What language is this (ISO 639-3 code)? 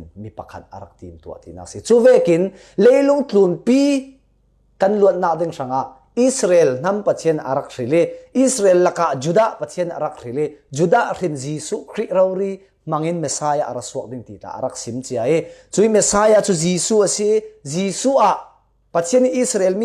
cfm